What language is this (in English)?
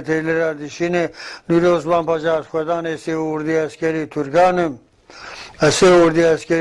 Zaza